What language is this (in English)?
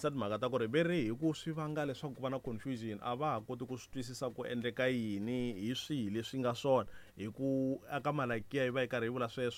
Tsonga